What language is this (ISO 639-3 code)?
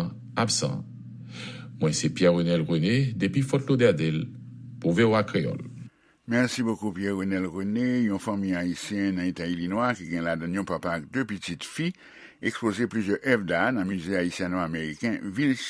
hat